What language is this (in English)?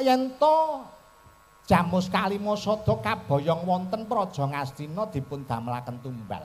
Javanese